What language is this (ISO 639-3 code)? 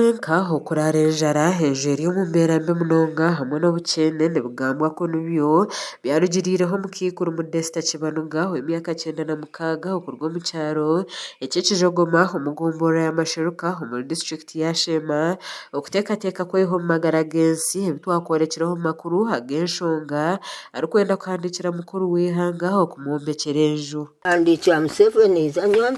nyn